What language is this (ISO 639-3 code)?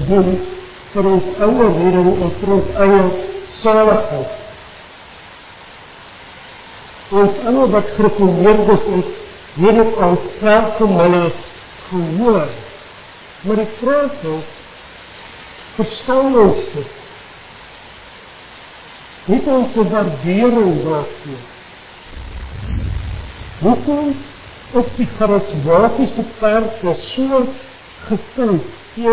afr